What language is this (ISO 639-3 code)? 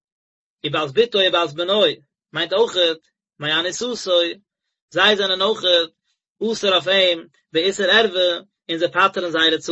yid